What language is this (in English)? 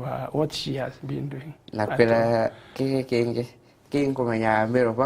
Meru